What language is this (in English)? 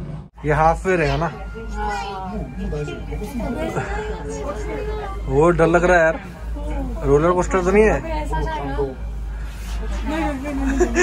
Hindi